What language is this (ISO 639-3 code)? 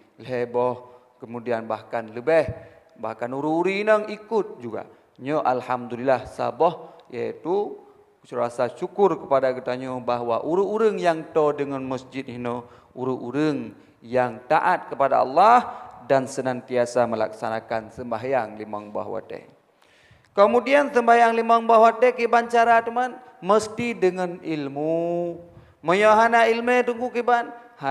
ace